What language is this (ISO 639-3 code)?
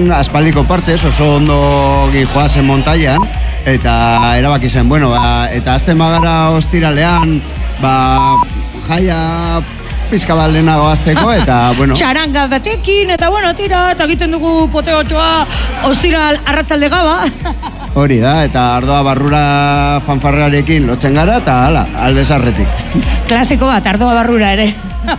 eus